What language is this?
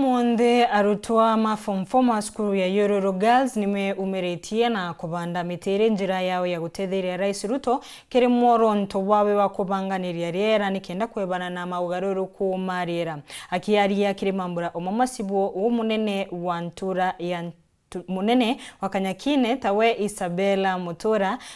Meru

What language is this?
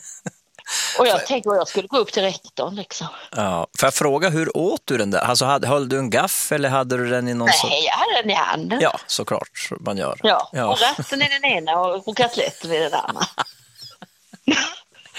Swedish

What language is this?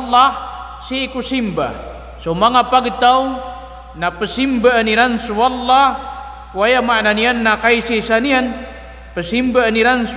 Maranao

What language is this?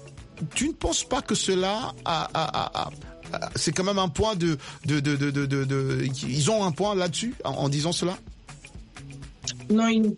French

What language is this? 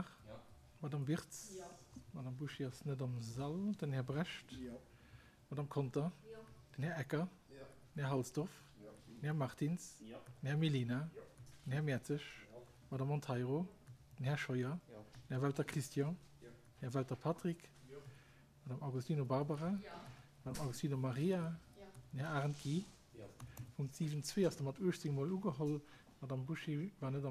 Luxembourgish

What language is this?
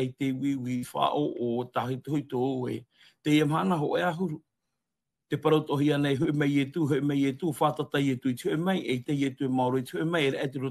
Tahitian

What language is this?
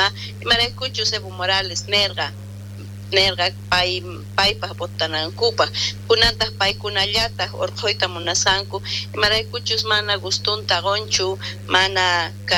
South Bolivian Quechua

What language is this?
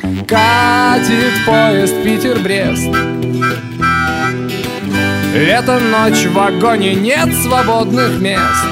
Russian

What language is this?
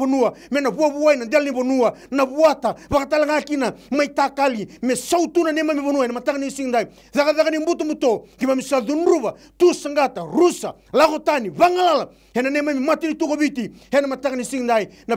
Fijian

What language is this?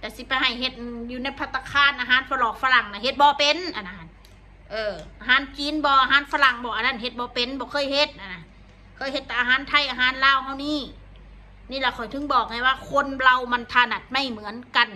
Northeastern Thai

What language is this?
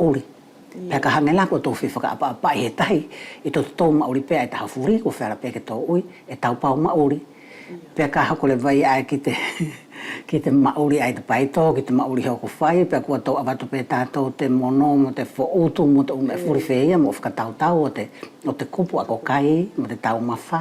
Wallisian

